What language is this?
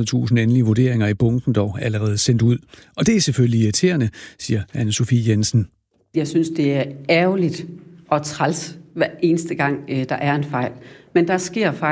Danish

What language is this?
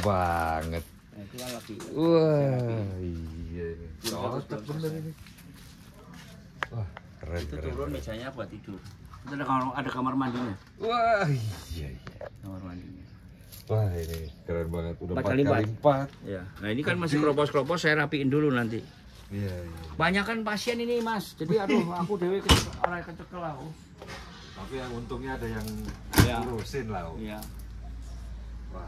Indonesian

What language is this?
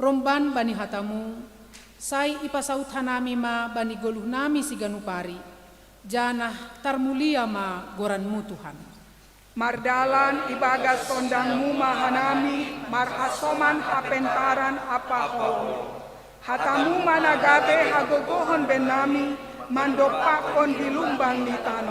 Batak Simalungun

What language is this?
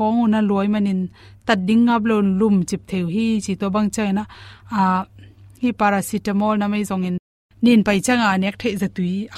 Tedim Chin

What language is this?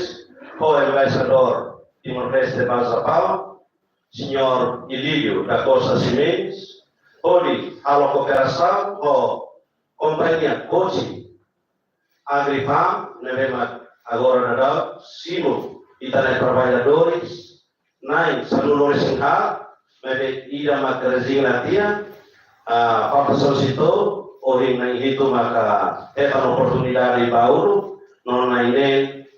Tetum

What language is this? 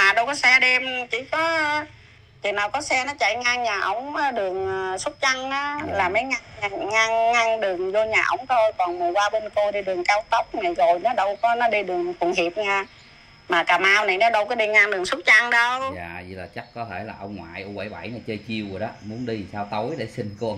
Vietnamese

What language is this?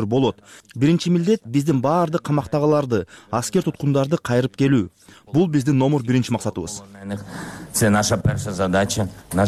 Kyrgyz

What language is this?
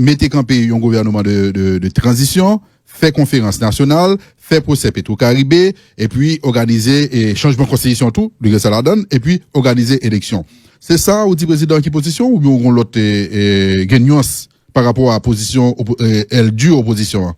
Haitian Creole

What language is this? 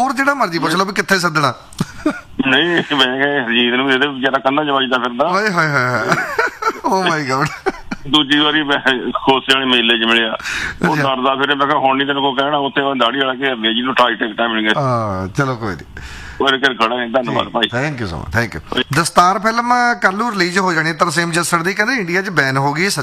Punjabi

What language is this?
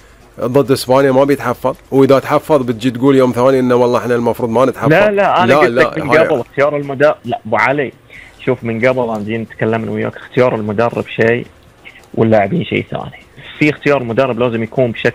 Gulf Arabic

